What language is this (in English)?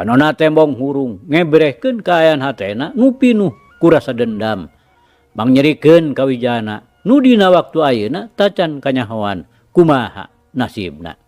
Sundanese